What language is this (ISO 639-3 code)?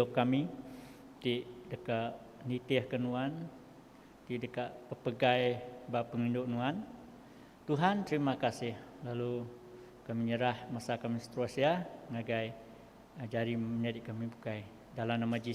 iba